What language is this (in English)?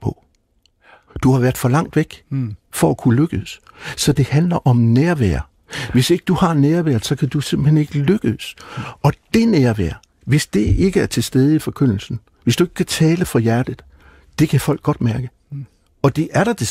Danish